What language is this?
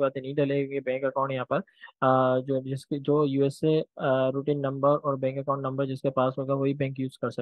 Hindi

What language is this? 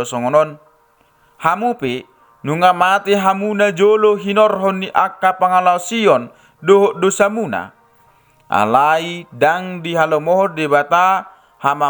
Batak Toba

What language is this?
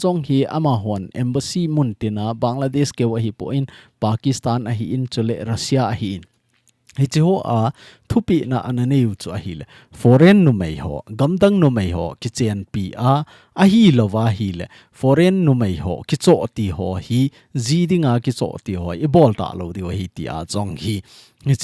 Thado Chin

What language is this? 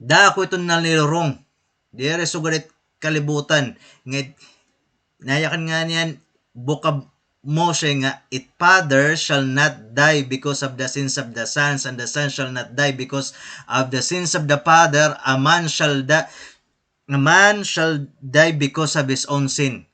Waray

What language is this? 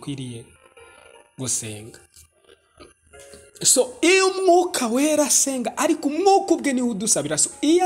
Kinyarwanda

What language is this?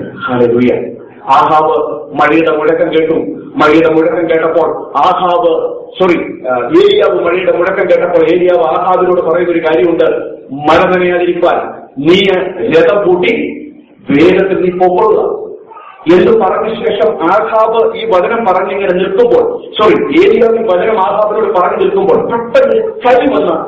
Malayalam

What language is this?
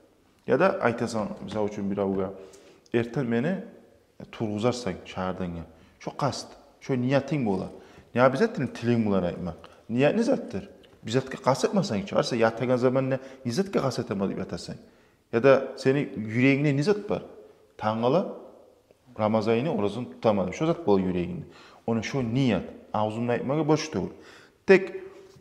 Kumyk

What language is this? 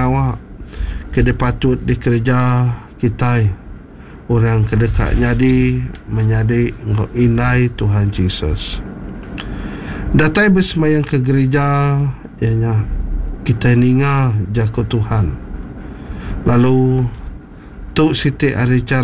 Iban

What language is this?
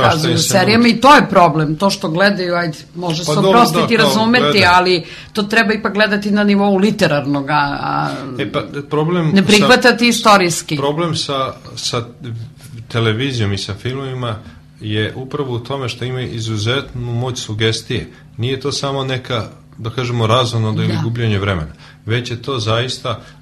Serbian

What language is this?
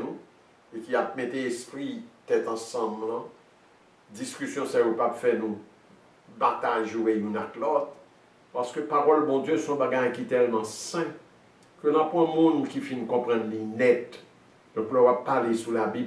Haitian Creole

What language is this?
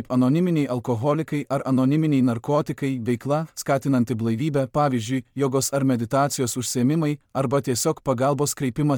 Lithuanian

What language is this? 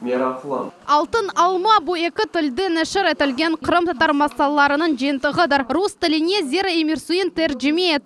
Crimean Tatar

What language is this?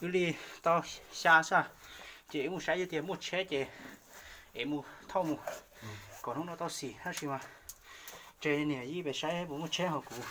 Hmong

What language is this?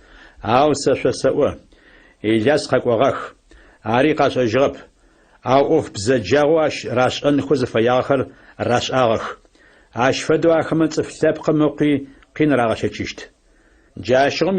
Adyghe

